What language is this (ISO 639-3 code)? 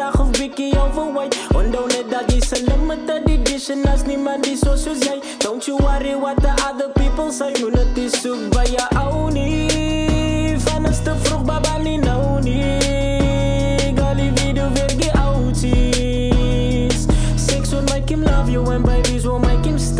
afr